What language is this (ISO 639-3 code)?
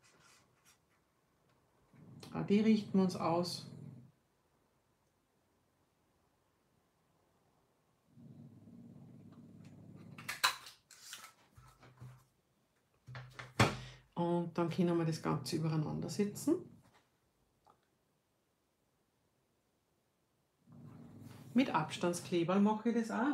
deu